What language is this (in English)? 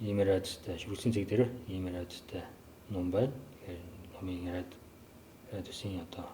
Mongolian